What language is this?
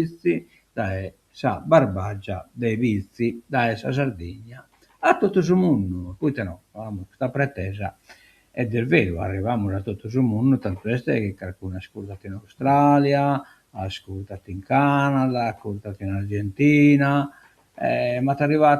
Sardinian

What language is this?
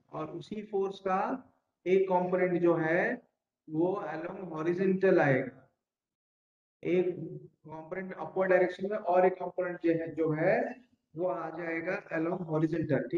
Hindi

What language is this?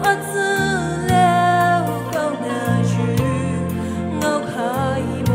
Poumei Naga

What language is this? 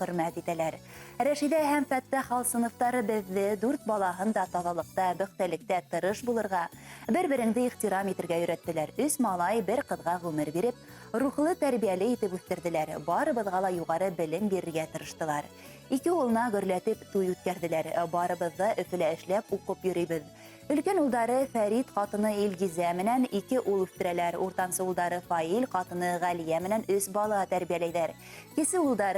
Bashkir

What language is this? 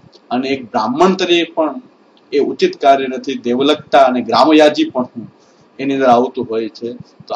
Gujarati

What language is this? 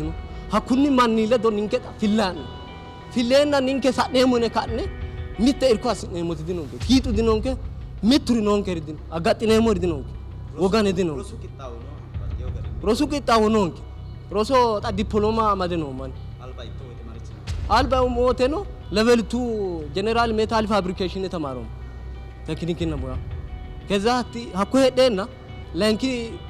Sidamo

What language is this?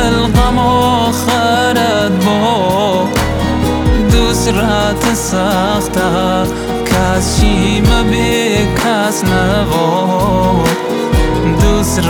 Persian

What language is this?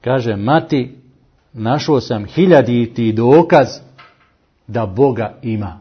Bosnian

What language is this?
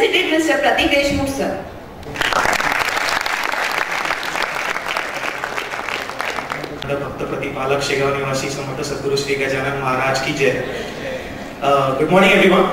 English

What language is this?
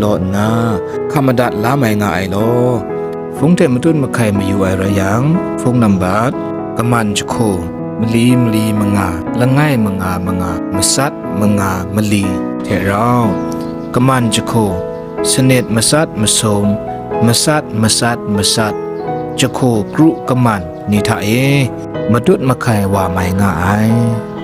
Kachin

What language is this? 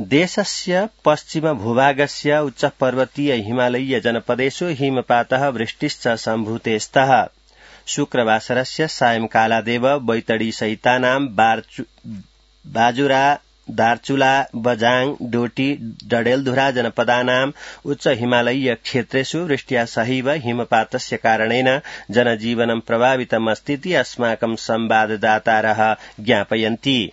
Sanskrit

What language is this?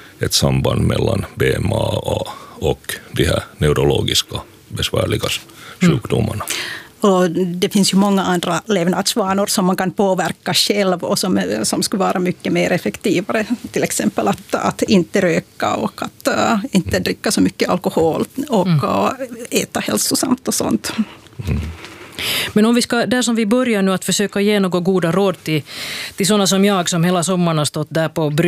Swedish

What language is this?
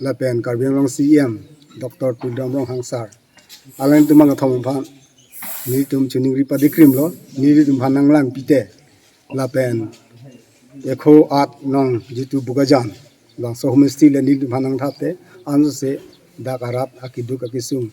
Karbi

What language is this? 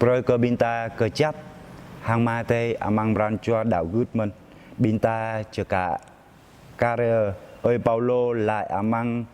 Jarai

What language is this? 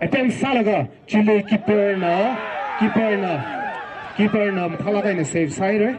Tangkhul Naga (India)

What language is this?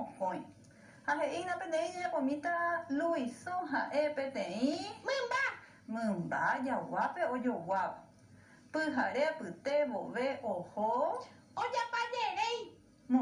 Guarani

